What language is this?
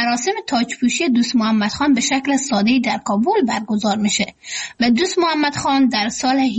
Persian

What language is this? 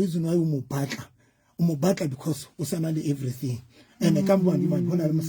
Southern Sotho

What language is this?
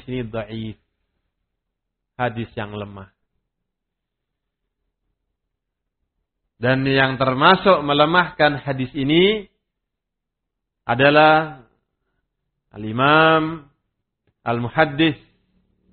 Indonesian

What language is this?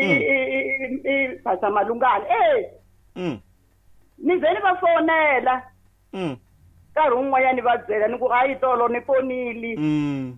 Tsonga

